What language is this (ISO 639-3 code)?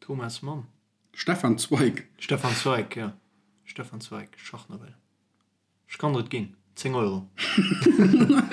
ltz